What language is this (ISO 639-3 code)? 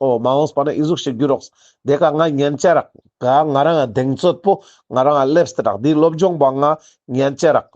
lbj